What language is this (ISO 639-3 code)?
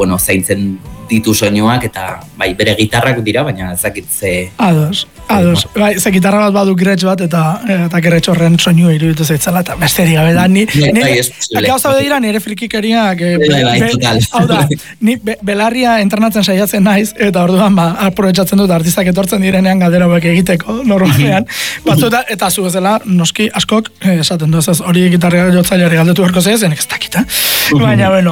eus